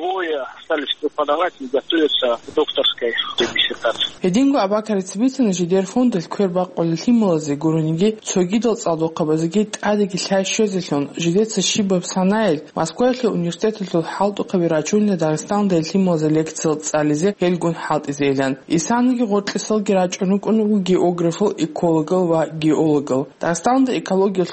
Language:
Avaric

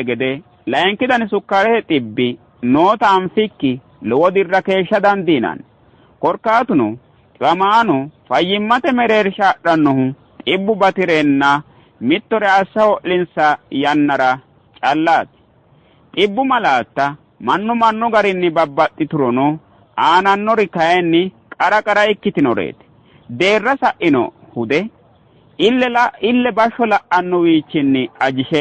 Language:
Sidamo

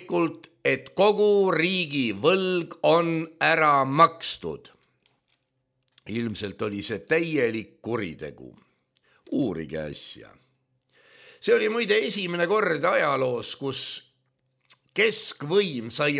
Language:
Estonian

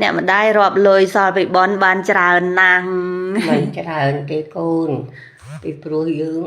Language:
Khmer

